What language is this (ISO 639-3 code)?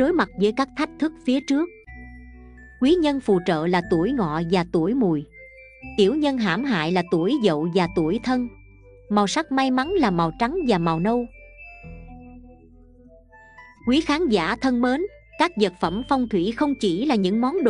vie